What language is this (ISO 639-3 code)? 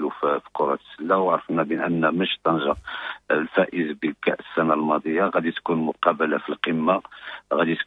ary